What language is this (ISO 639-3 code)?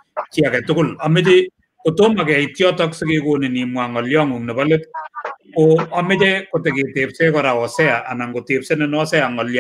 kln